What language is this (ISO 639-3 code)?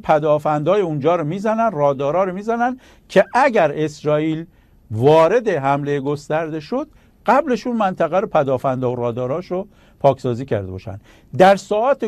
fas